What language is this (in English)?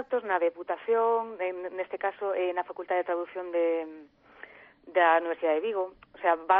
Galician